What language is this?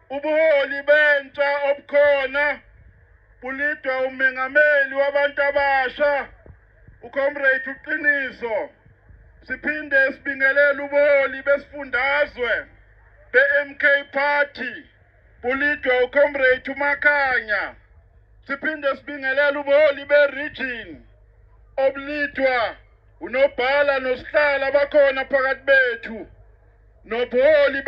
Zulu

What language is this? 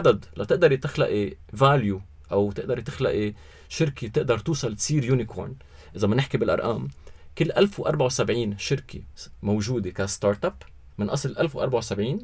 North Levantine Arabic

